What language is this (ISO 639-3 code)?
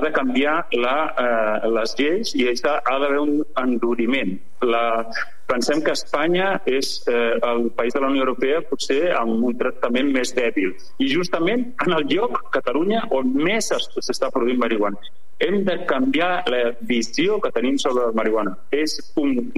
cat